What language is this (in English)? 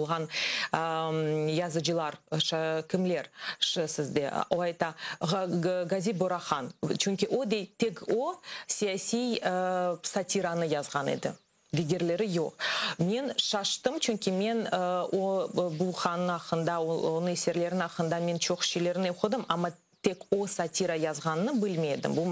Crimean Tatar